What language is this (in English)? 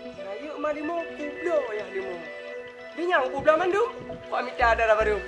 Achinese